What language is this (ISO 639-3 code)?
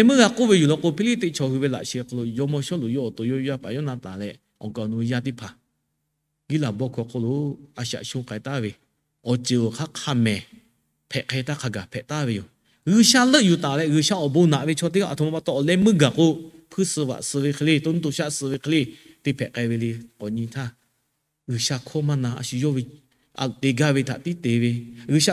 lhu